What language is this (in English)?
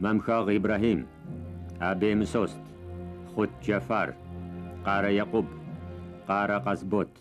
Kabardian